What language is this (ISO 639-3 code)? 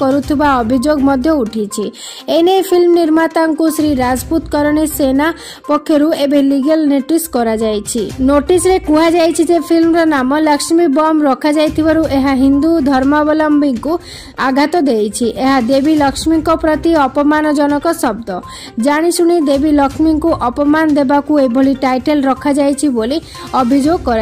ori